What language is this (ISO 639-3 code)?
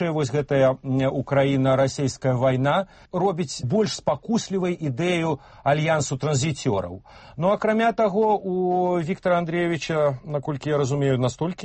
bel